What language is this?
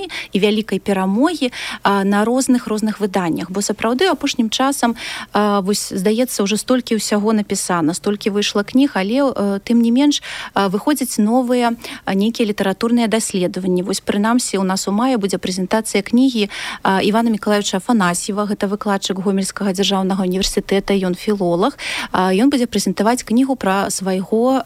Belarusian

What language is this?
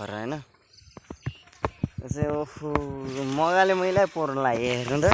Nepali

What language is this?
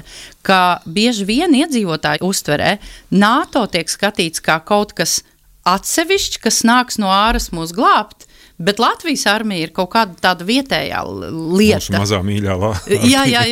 Latvian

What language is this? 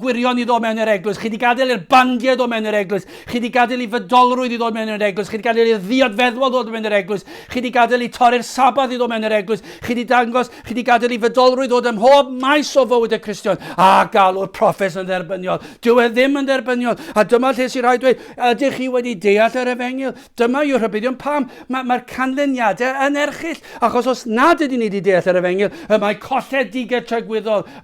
Welsh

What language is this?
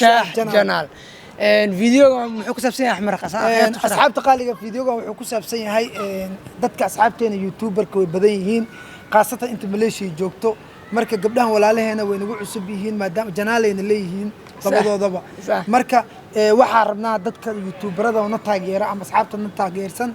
Somali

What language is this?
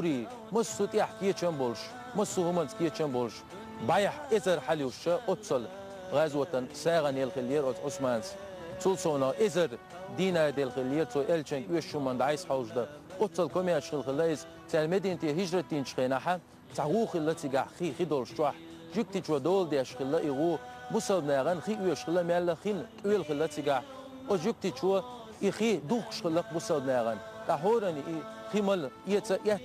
Chechen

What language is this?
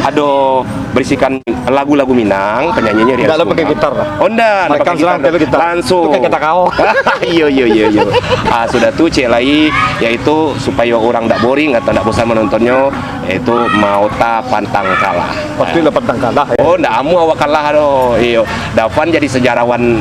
Minangkabau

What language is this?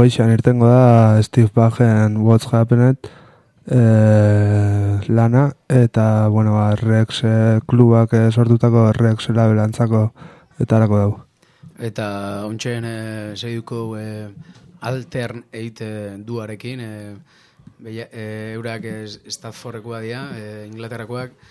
Basque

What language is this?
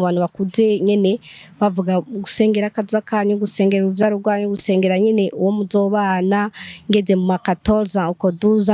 Rundi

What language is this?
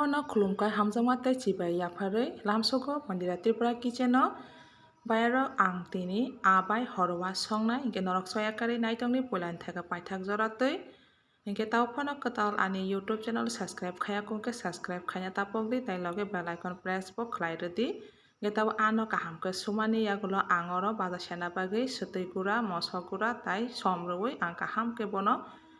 Kok Borok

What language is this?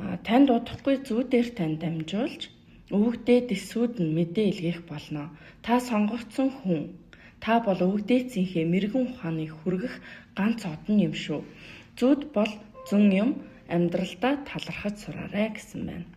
Mongolian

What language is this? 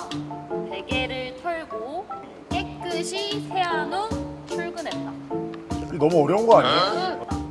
Korean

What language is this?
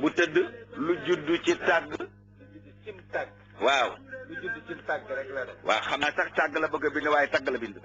Wolof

